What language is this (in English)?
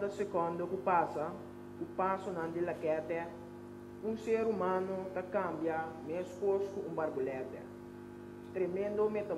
Papiamento